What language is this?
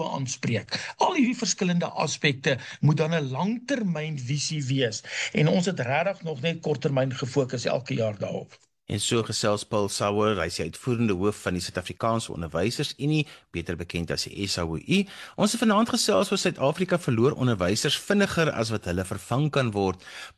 Afrikaans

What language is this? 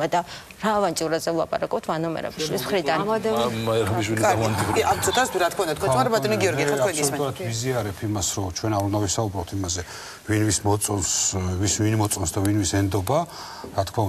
Georgian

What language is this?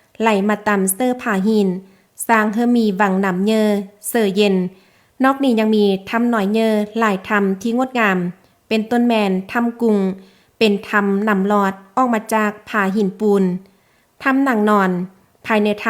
Lao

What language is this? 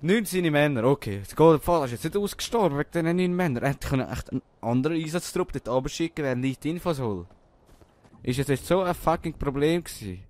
Swiss German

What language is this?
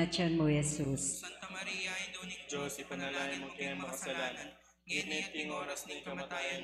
Pampanga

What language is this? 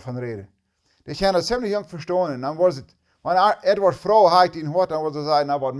Plautdietsch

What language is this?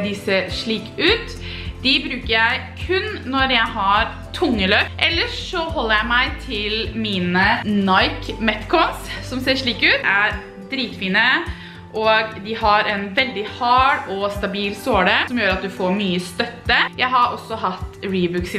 Norwegian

